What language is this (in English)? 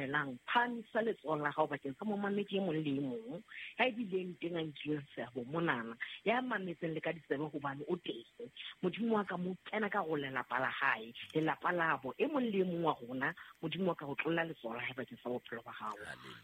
Southern Sotho